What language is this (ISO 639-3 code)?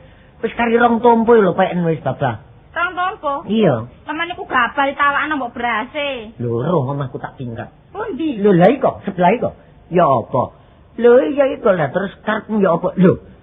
jav